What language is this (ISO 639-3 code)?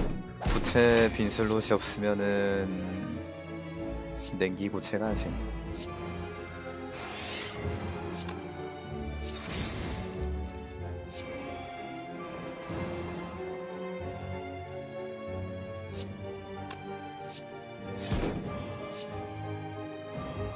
kor